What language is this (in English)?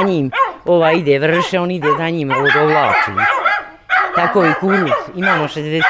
Bosnian